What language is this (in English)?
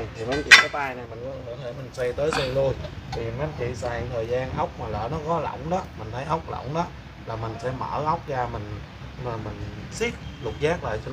Vietnamese